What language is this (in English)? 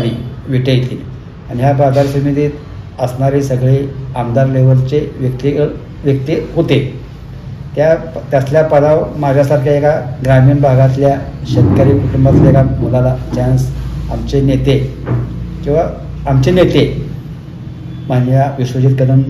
Marathi